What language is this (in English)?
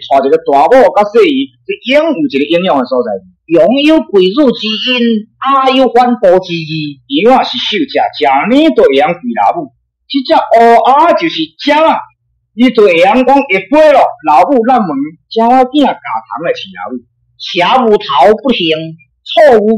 Min Nan Chinese